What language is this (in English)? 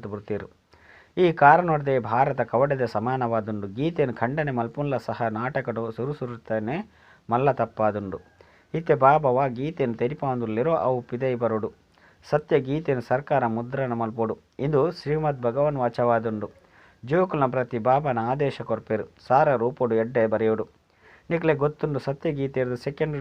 Tulu